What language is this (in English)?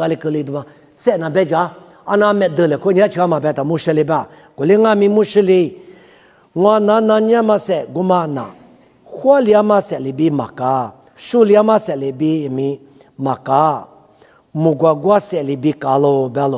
Lisu